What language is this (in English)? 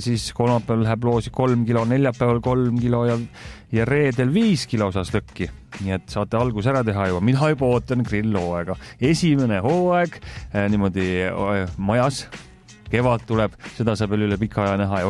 Estonian